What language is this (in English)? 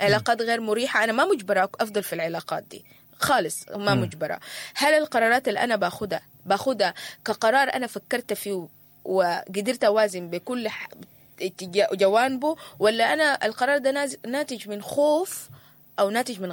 Sudanese Arabic